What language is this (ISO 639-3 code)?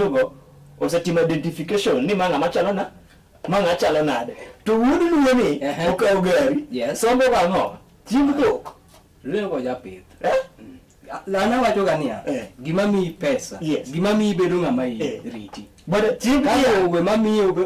luo